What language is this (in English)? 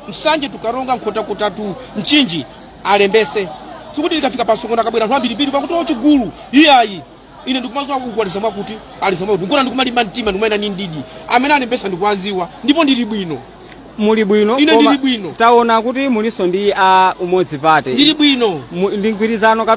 Nyanja